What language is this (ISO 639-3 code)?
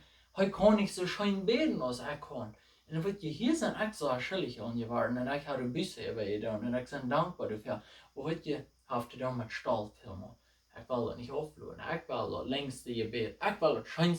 pdt